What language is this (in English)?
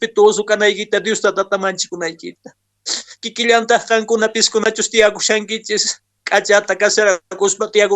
Quechua